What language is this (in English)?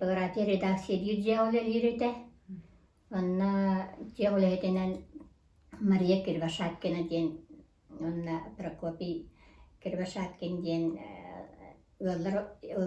Yakut